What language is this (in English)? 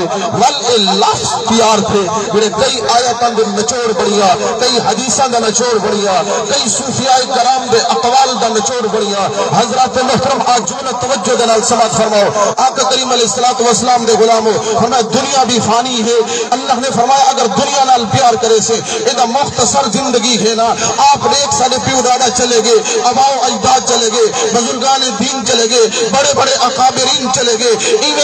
Saraiki